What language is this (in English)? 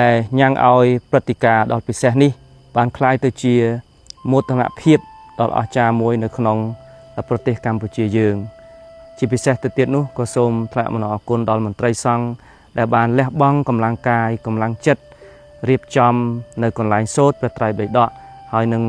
Khmer